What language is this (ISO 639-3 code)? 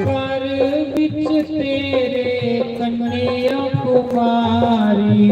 doi